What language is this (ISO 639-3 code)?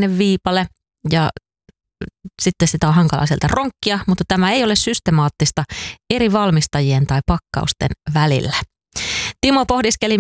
fin